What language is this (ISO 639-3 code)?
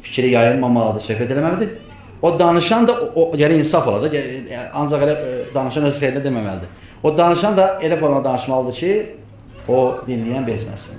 aze